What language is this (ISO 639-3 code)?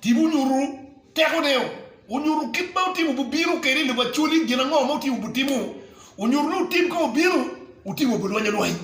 ach